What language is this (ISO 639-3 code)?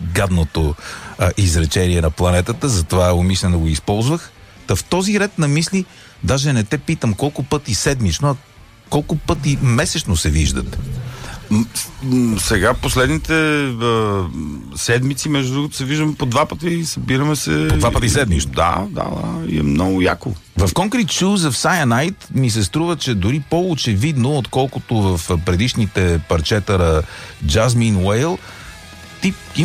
bul